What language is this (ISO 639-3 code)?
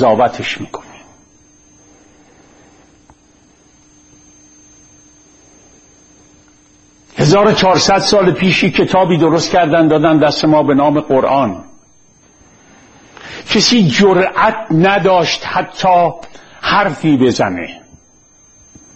fas